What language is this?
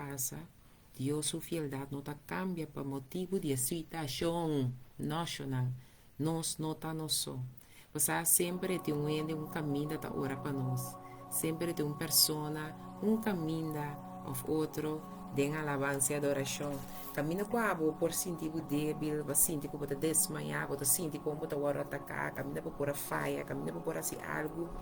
Papiamento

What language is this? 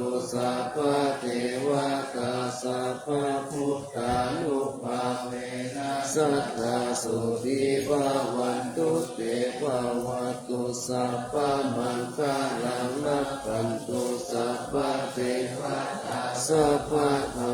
Pali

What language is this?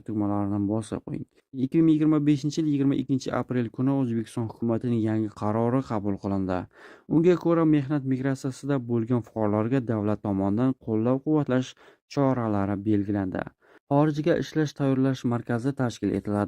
Uzbek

